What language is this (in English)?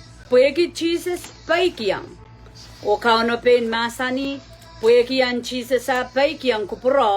Pohnpeian